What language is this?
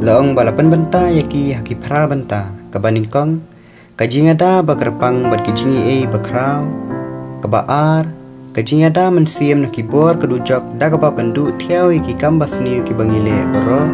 Khasi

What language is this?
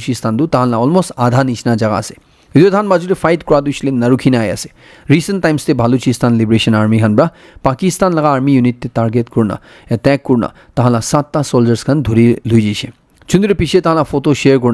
Naga Pidgin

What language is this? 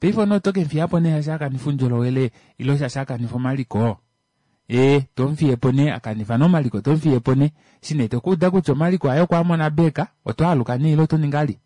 Kuanyama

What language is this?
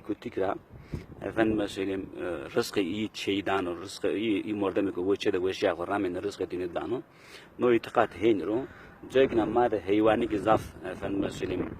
Zaza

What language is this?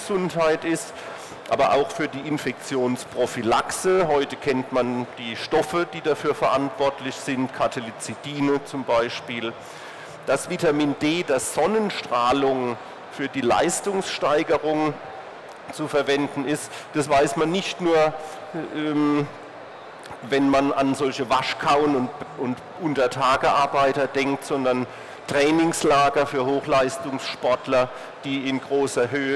German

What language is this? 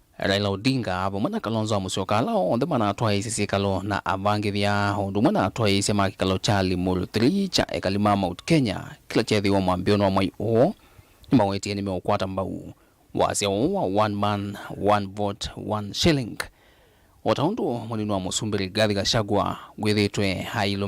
Kamba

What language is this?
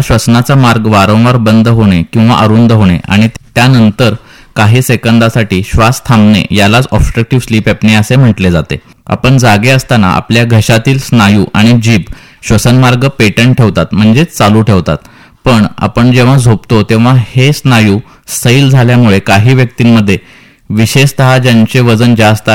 Marathi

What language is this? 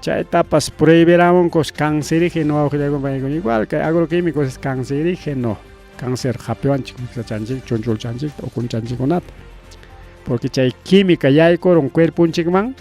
Ayacucho Quechua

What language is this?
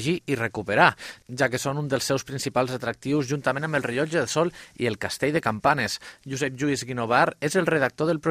Catalan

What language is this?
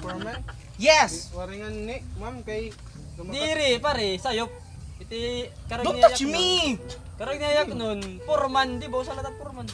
Waray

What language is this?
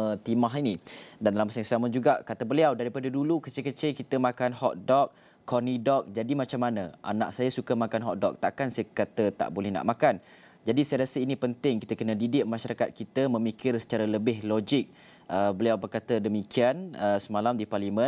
Malay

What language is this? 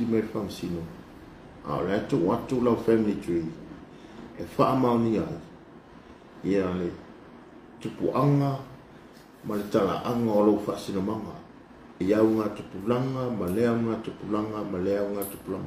Samoan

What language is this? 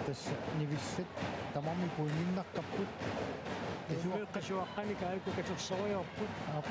Kalaallisut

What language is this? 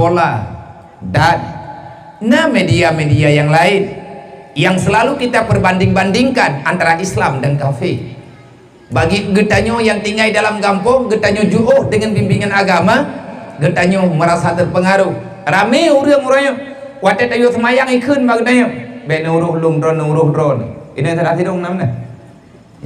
Achinese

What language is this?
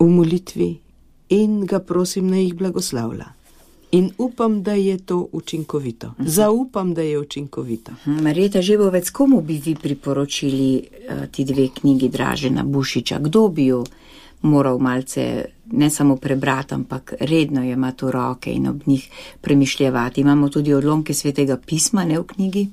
Slovenian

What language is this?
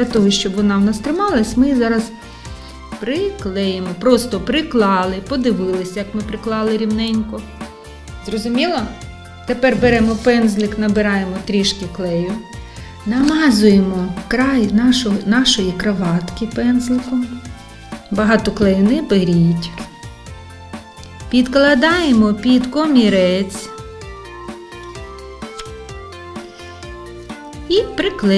Ukrainian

